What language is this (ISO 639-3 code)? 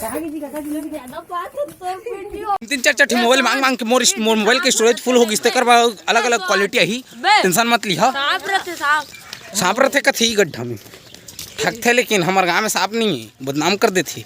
hne